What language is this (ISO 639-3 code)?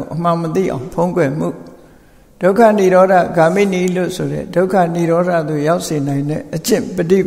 mya